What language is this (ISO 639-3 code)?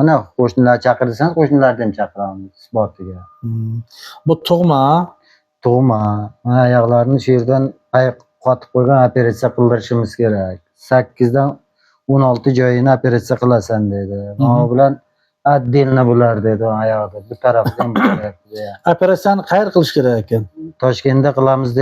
uzb